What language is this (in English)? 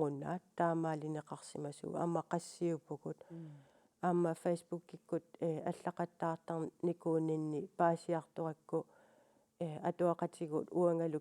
Kalaallisut